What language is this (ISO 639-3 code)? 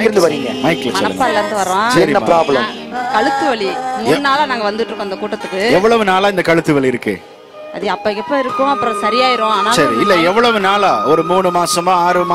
tam